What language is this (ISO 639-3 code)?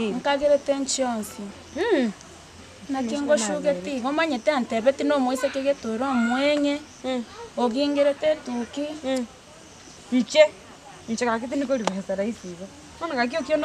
guz